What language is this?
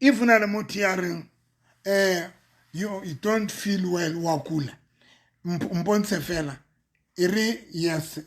Southern Sotho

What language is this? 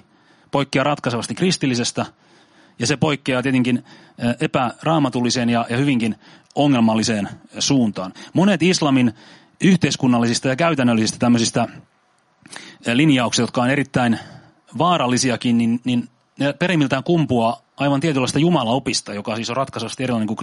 Finnish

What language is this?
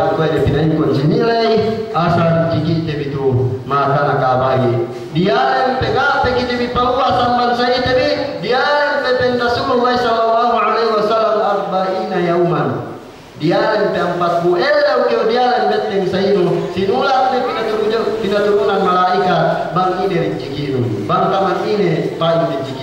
Yakan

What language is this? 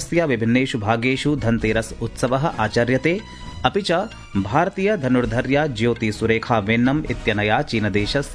Sanskrit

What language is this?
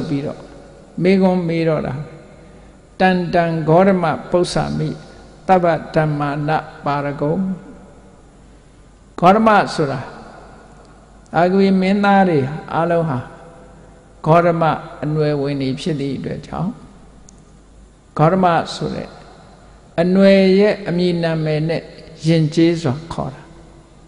Burmese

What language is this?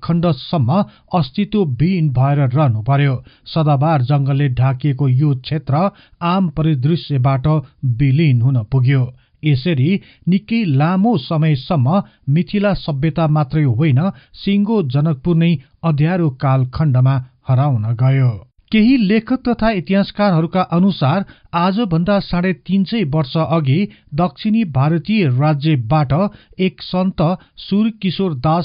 Nepali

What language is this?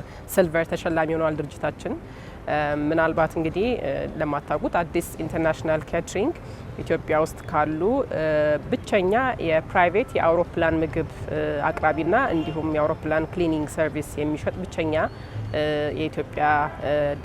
Amharic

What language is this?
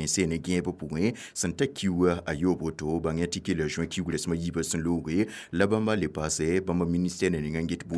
Mossi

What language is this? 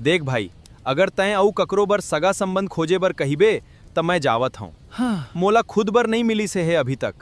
Chhattisgarhi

